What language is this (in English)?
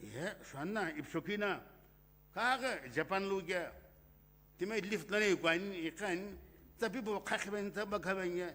Sumi Naga